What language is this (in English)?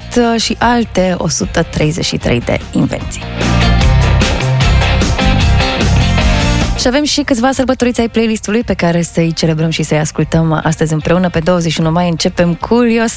Romanian